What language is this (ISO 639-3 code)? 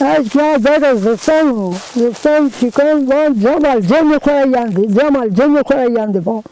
zza